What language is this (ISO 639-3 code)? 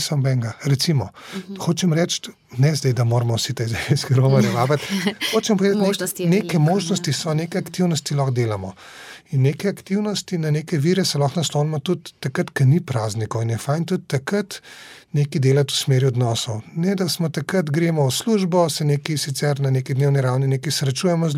slv